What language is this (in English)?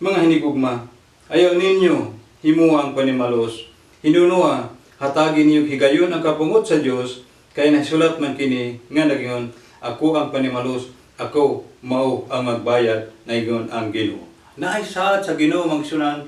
Cebuano